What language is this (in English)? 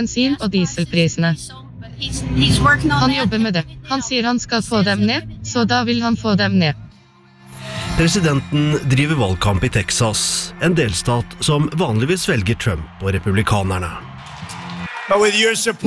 Norwegian